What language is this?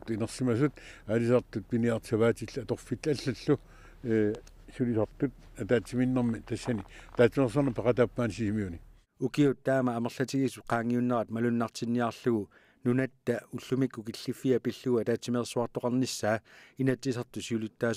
Kalaallisut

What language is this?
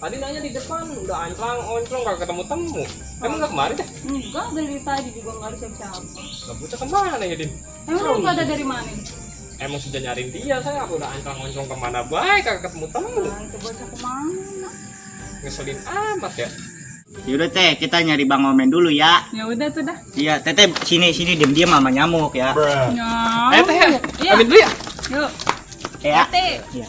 Betawi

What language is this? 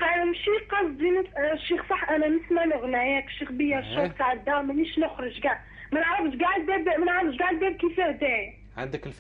Algerian Arabic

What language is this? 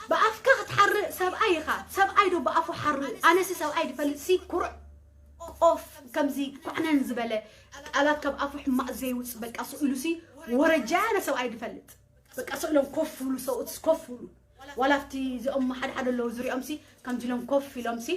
Tigrinya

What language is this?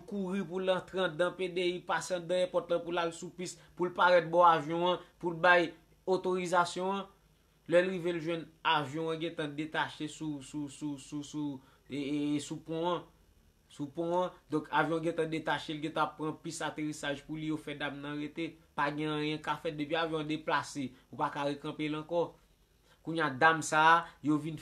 Haitian Creole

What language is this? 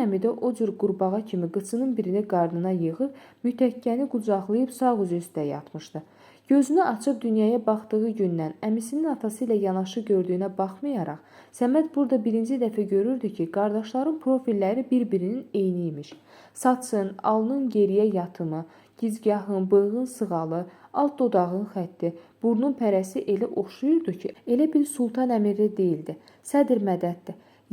Azerbaijani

